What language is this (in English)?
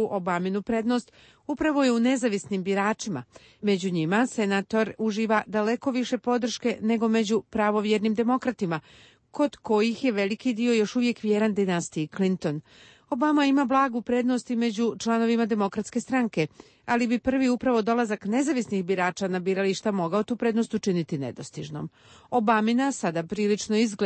Croatian